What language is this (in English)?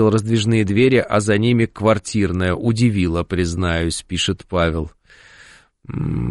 Russian